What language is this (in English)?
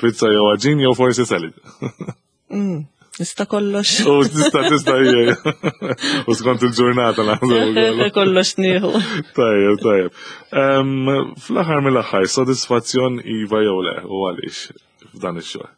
Maltese